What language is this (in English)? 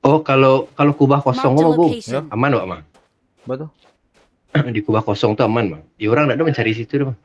Minangkabau